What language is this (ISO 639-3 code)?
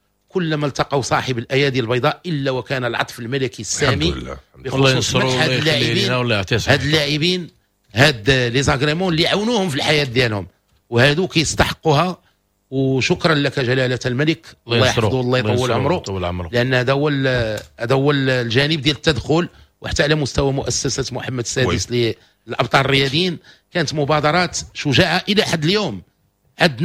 ary